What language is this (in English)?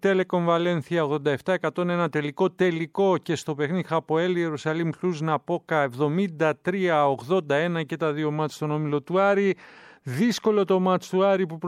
Greek